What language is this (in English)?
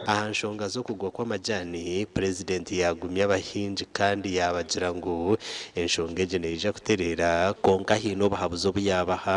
Nyankole